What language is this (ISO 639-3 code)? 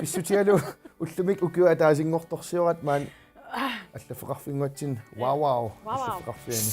kal